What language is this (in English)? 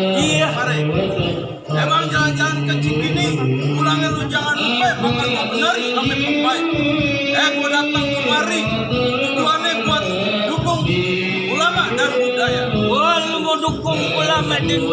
Betawi